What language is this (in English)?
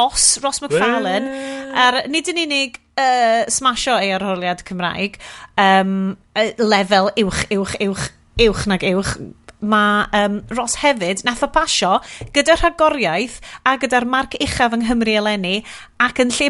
Welsh